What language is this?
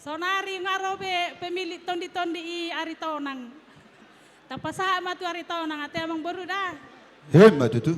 Batak Toba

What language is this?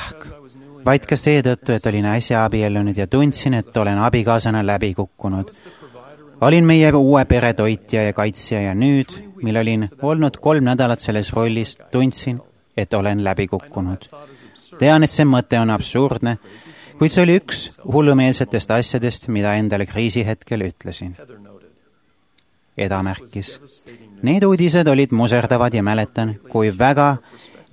Estonian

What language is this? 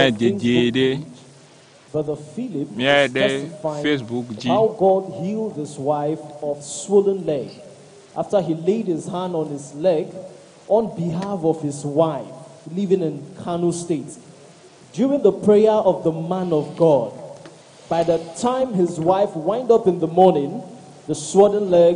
Ewe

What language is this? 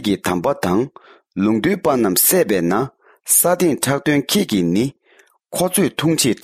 Tibetan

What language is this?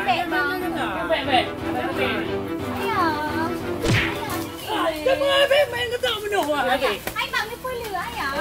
Achinese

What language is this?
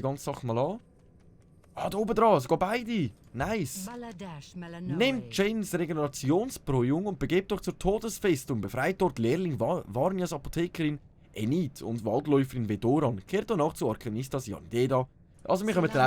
Swiss German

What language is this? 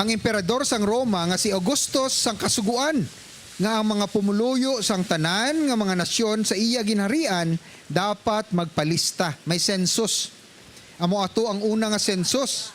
Hiligaynon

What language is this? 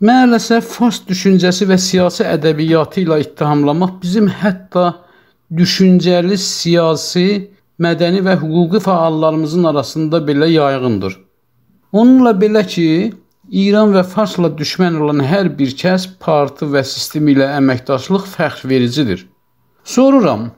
South Azerbaijani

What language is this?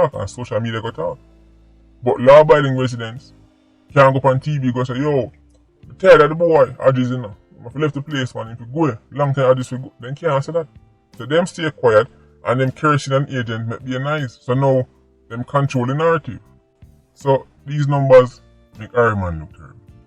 Jamaican Creole English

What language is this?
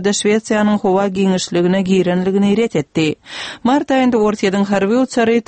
Turkmen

